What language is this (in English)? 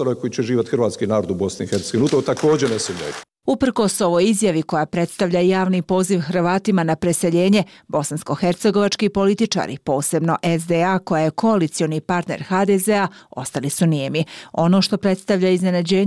Bosnian